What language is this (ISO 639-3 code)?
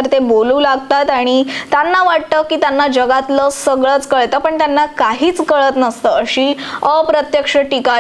mar